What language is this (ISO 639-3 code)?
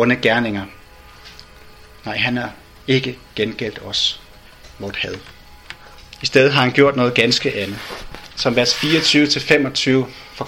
dan